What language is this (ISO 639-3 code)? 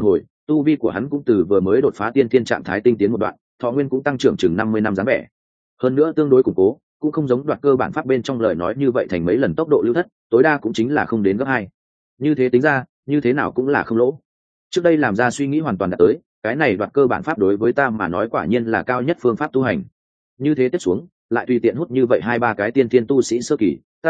vie